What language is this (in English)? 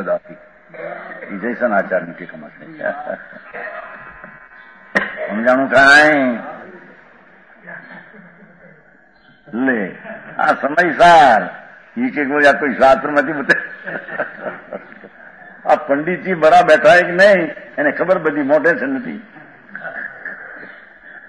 Gujarati